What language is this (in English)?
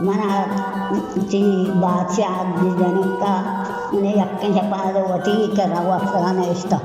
Baluchi